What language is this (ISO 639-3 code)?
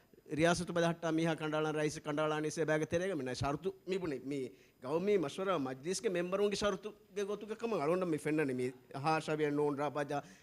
div